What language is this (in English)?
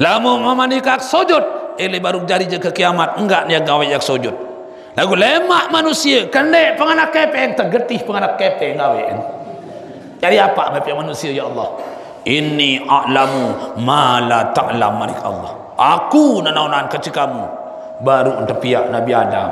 Sasak